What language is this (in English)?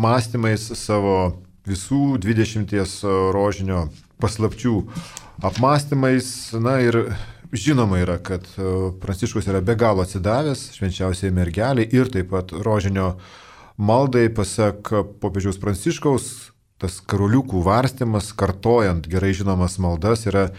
Lithuanian